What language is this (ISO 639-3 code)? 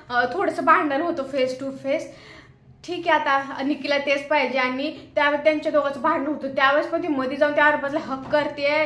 mar